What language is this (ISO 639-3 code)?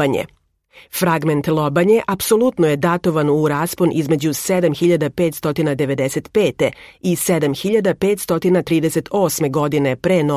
srp